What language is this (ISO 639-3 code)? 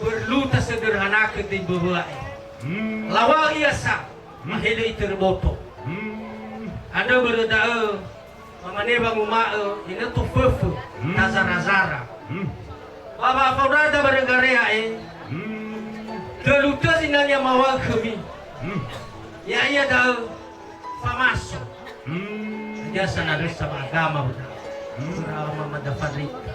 nia